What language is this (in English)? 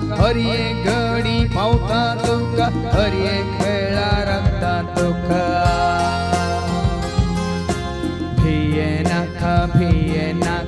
Konkani